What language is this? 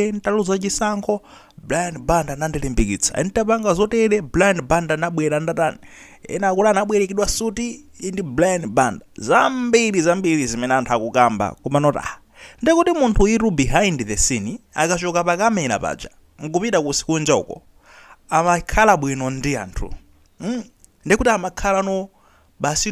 Nyanja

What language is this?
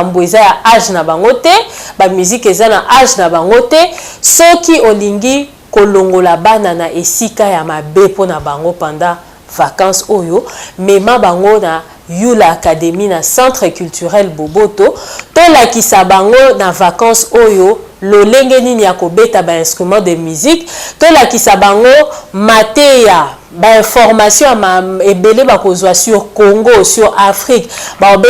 Lingala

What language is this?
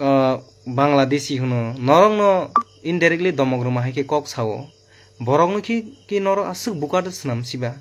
Kok Borok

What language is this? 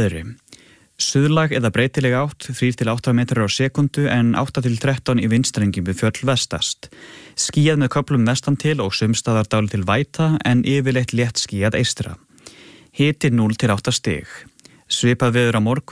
Icelandic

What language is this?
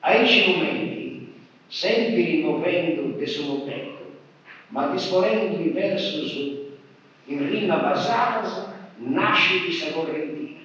Sardinian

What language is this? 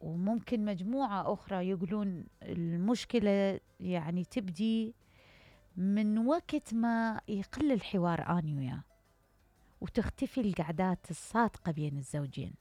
Mesopotamian Arabic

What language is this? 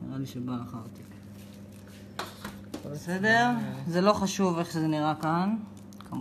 Hebrew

